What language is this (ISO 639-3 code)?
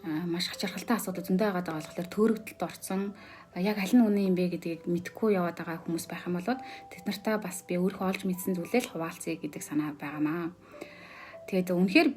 mon